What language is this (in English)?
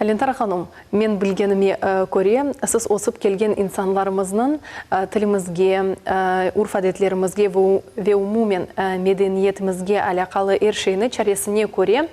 Crimean Tatar